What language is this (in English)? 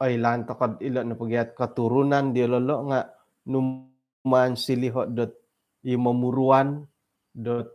Central Dusun